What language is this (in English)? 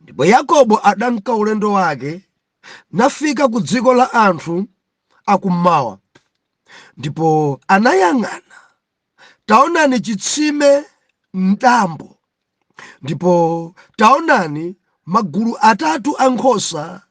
Nyanja